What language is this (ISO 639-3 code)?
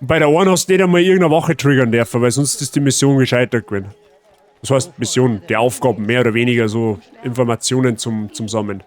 bar